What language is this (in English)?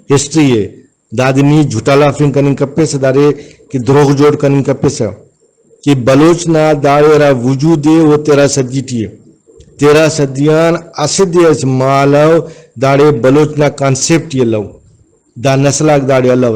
Brahui